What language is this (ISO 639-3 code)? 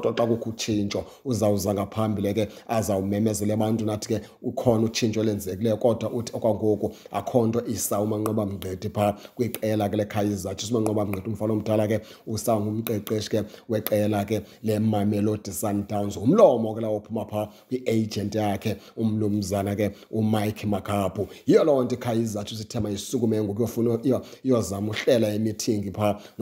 xho